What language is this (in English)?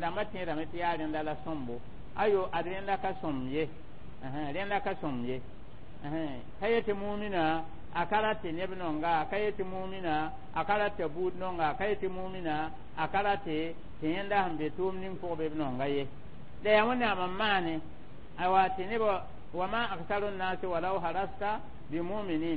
Mossi